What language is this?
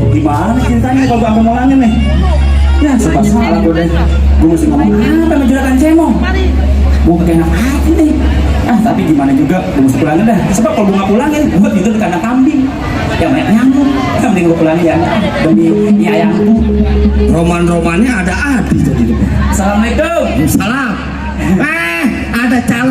Betawi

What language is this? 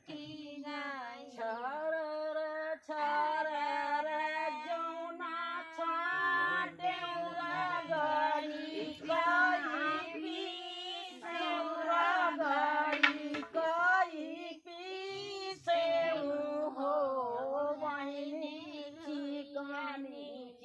Bhojpuri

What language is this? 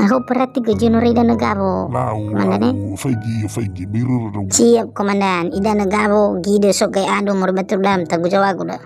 Nias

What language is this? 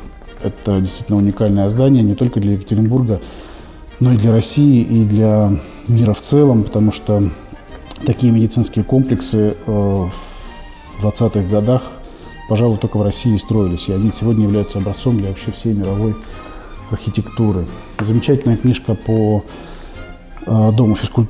Russian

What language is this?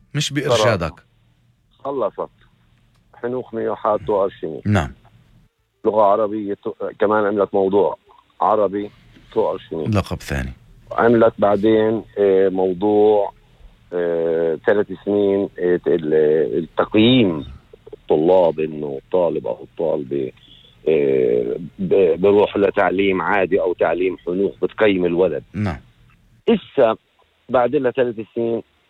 North Levantine Arabic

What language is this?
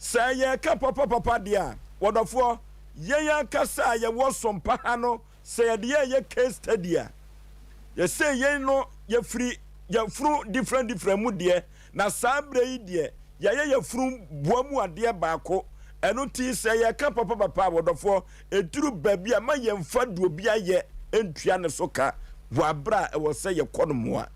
Akan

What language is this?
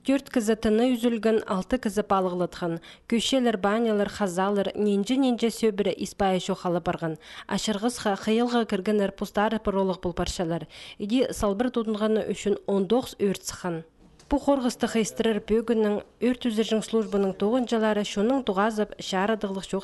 Khakas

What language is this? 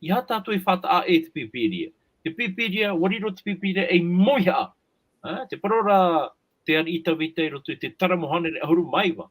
Tahitian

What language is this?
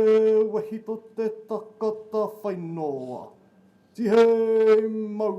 Māori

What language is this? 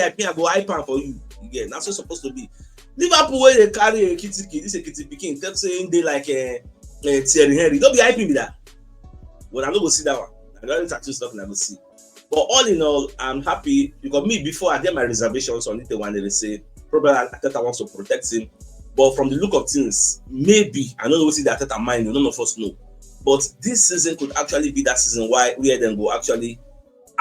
Nigerian Pidgin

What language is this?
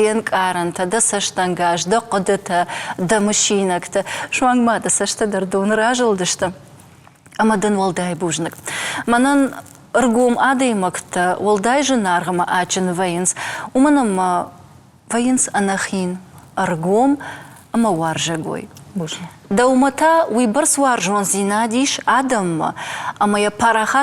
Ossetic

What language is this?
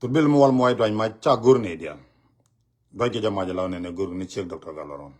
Nuer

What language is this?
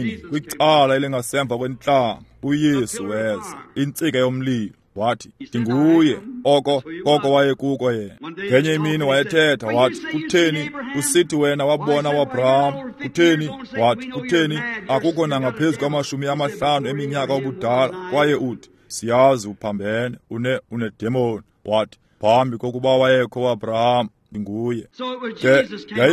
Xhosa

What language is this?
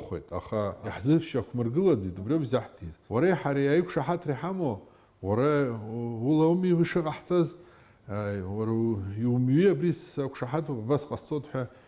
Abkhazian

